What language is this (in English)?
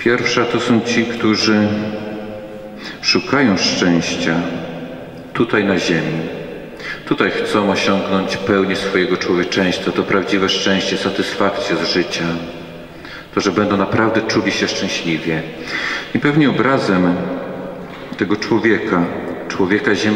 Polish